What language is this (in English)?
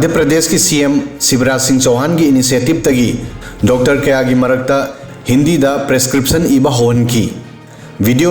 Manipuri